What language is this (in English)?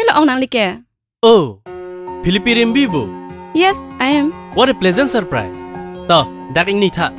Karbi